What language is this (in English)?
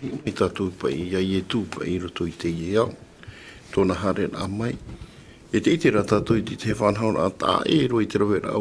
Tahitian